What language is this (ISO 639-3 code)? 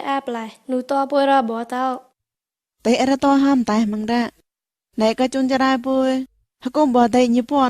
mnw